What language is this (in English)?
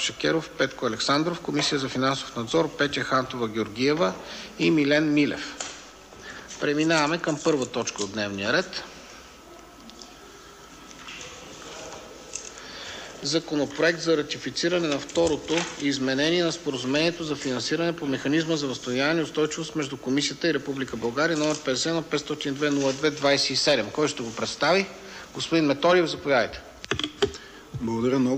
Bulgarian